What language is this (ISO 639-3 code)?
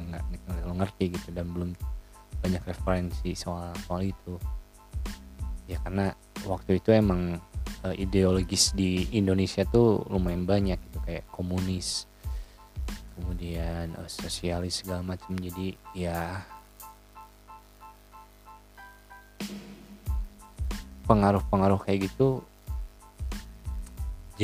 ind